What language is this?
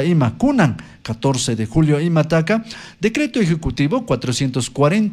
Chimborazo Highland Quichua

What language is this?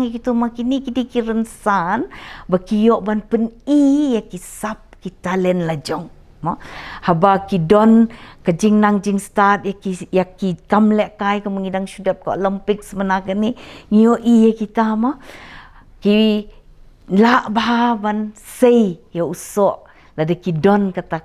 Khasi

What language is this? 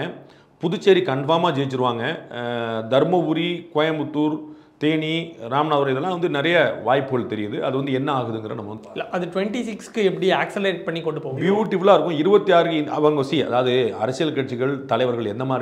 Tamil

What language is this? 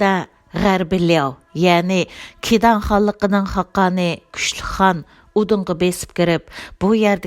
Uyghur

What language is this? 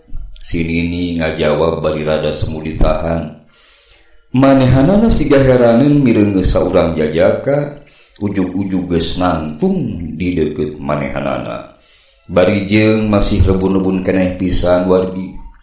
Sundanese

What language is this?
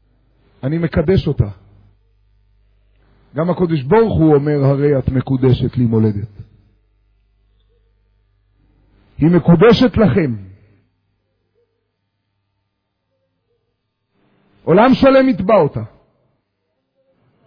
Hebrew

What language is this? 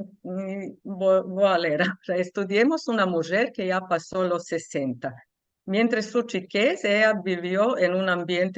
Ladino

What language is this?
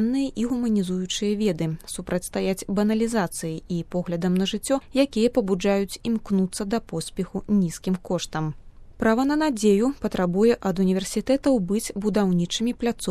Belarusian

